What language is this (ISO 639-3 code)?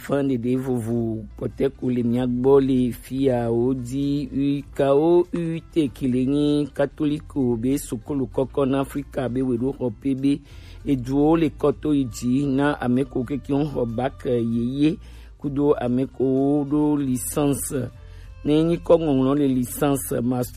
gej